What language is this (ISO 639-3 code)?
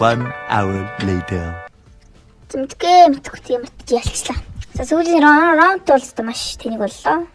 mon